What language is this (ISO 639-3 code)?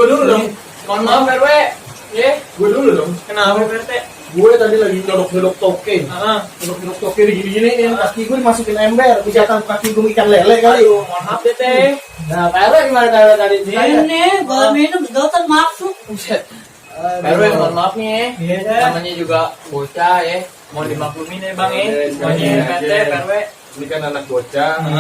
bew